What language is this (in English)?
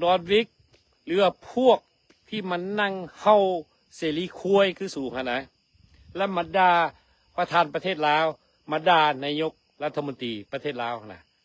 Lao